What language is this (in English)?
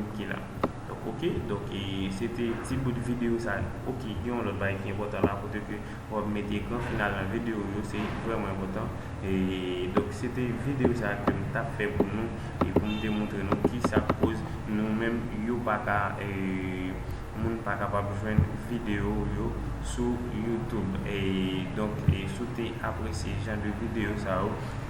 Haitian Creole